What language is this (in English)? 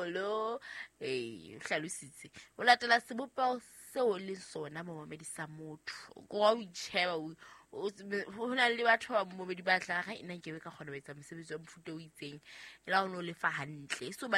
Southern Sotho